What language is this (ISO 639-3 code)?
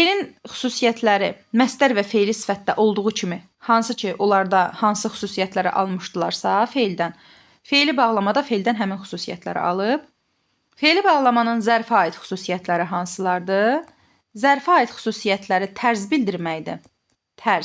aze